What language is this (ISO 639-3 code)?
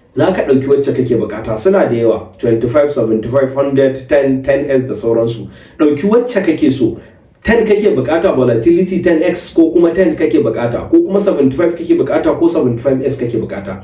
hau